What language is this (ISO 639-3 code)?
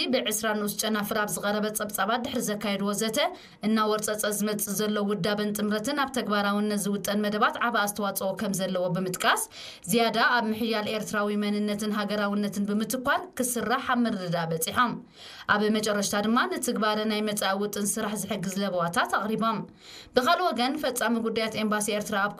tir